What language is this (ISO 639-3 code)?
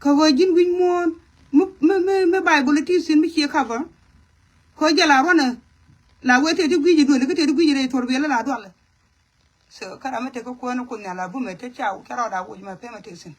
nus